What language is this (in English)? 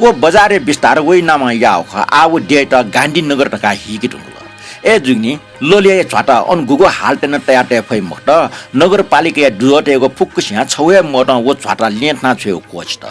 Newari